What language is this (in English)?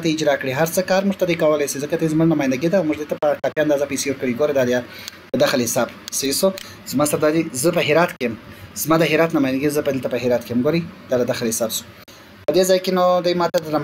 Pashto